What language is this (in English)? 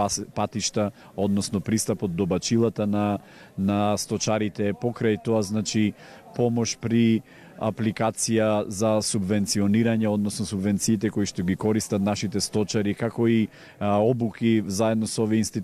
Macedonian